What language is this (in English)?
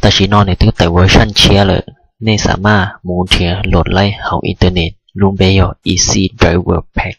Hmong